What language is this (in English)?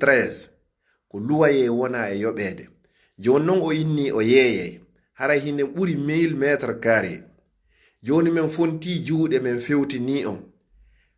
Fula